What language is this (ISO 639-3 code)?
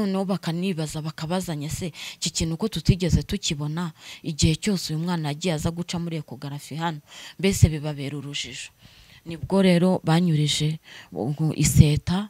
kin